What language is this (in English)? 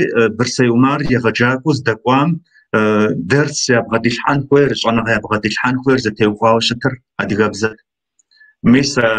Kabardian